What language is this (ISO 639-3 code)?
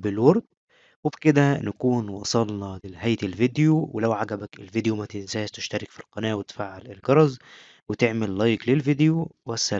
arz